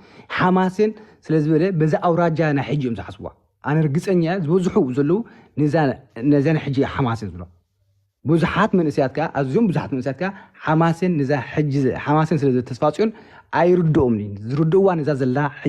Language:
Tigrinya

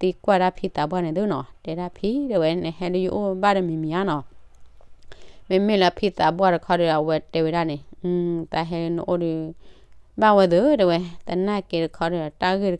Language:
S'gaw Karen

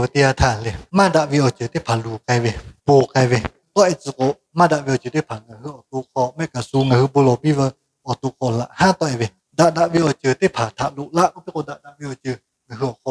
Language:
Lahu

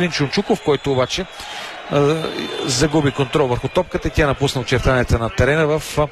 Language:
Bulgarian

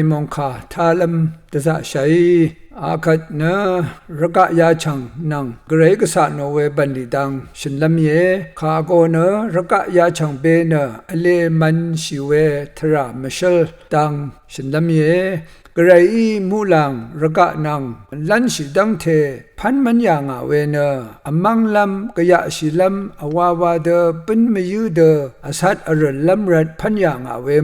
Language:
Rawang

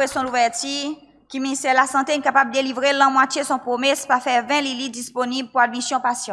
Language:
Seselwa Creole French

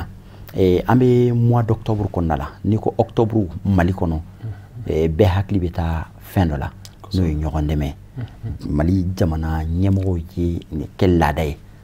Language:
Bambara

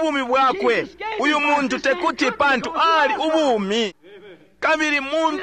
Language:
Bemba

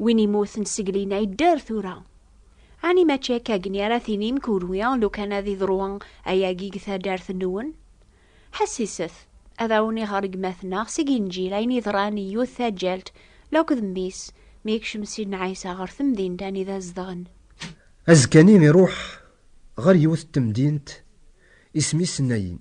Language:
Kabyle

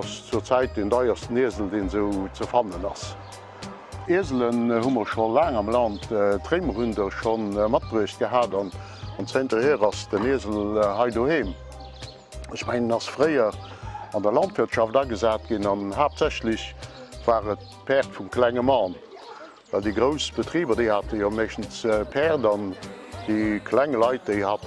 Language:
Luxembourgish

